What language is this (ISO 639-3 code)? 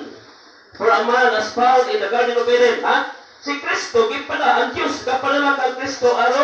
ceb